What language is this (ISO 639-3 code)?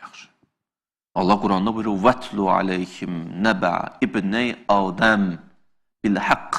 aze